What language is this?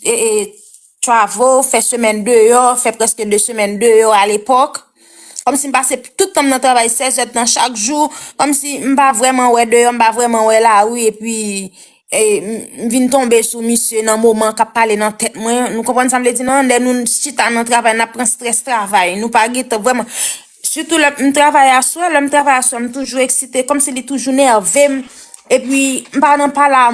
Haitian Creole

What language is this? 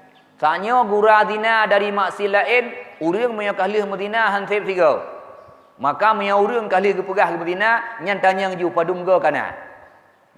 Achinese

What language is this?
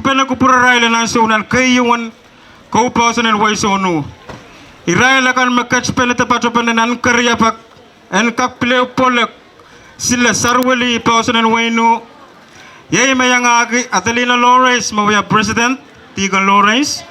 Pohnpeian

